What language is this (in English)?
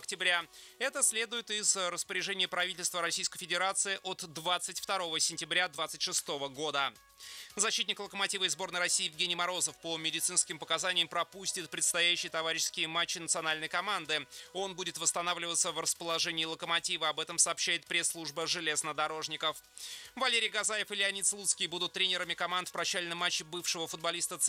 Russian